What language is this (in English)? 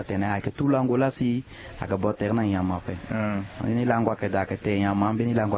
Sango